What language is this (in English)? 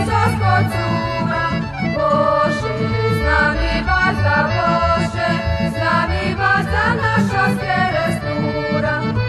Rusyn